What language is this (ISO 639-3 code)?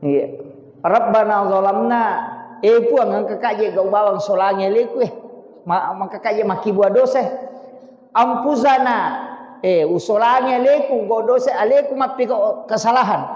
bug